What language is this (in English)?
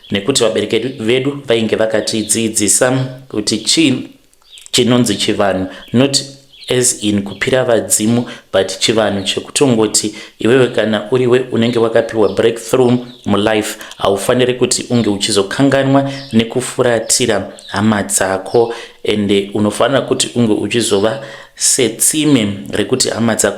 Shona